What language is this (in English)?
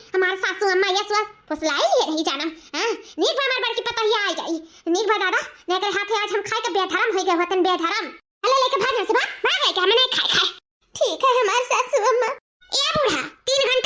Awadhi